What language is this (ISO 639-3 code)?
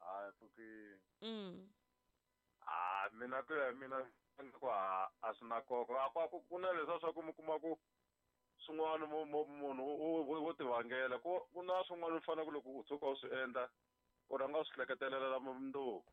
tso